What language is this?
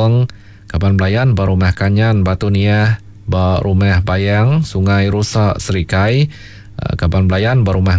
Iban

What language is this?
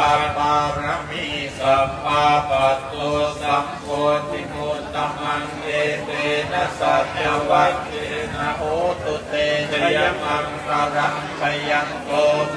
Pali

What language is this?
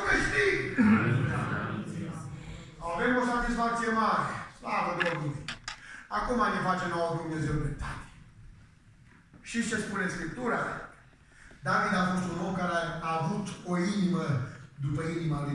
Romanian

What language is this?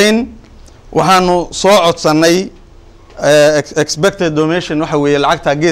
Somali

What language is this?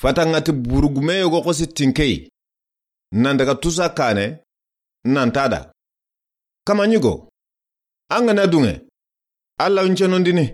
Soninke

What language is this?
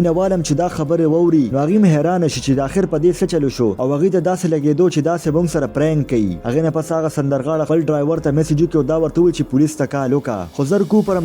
Pashto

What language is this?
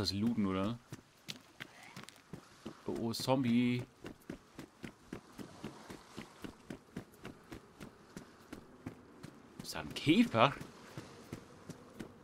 German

